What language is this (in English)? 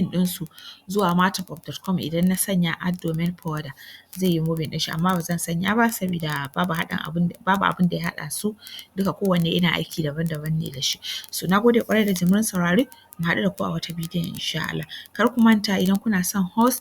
Hausa